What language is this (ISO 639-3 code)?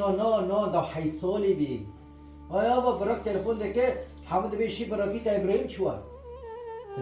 kur